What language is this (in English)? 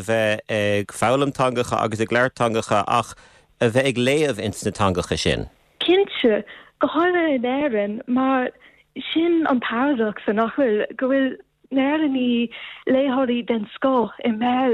Irish